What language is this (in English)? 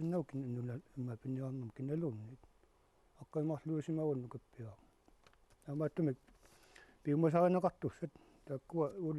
Kalaallisut